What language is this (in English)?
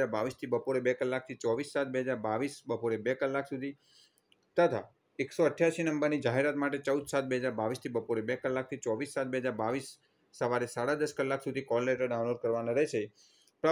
Gujarati